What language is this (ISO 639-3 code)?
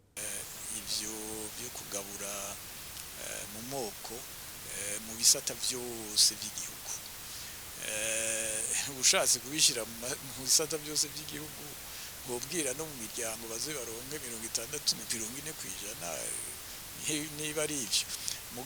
run